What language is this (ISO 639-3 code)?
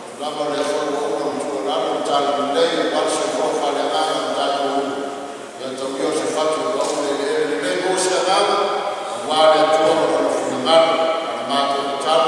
smo